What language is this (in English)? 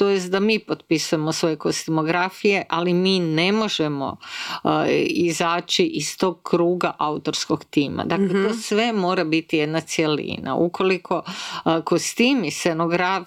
Croatian